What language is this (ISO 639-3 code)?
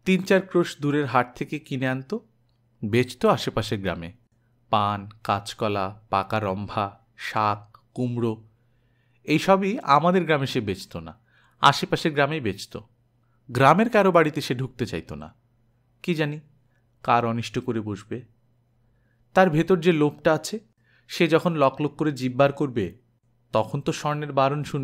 ben